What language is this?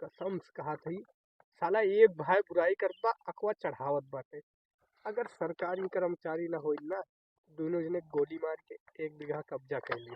Awadhi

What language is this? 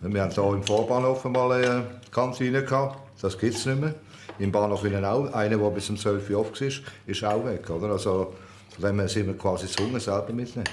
Swiss German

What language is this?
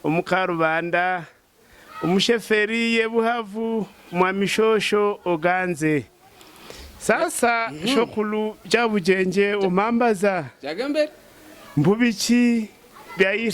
Havu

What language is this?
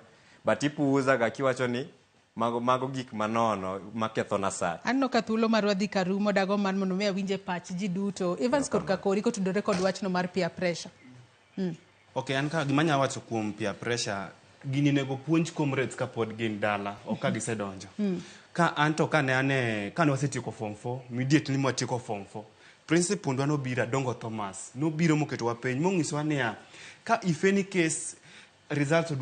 Luo (Kenya and Tanzania)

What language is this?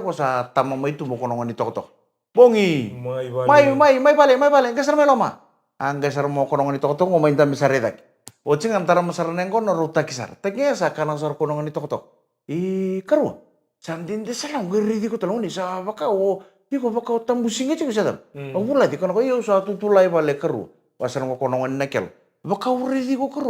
Fijian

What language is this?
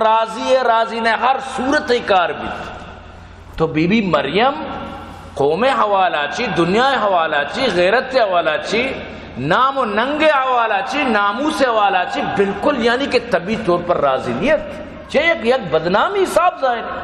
Baluchi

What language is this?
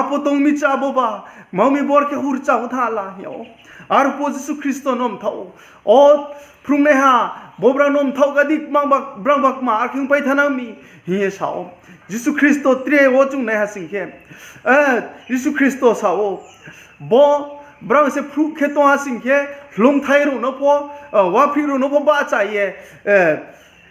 Riang (India)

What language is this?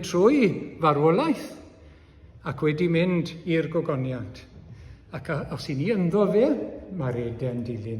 Welsh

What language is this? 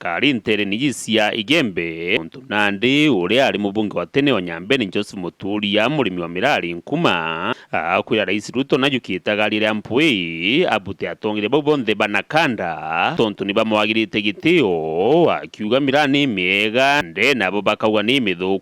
Meru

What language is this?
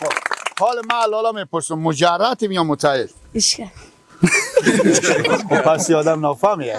Persian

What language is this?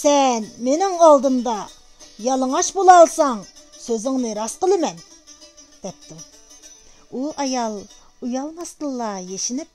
Uyghur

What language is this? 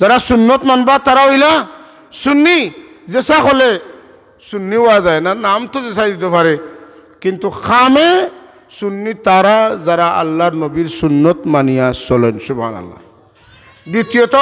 Sylheti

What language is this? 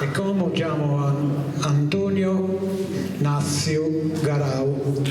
Sardinian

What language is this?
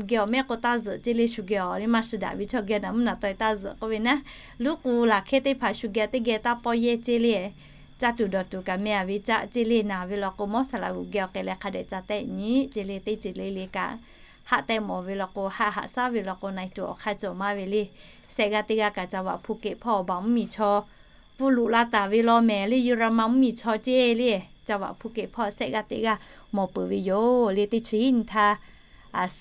Lahu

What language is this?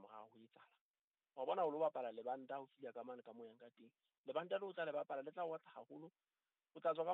Southern Sotho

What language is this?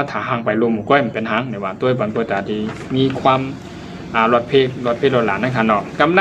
Shan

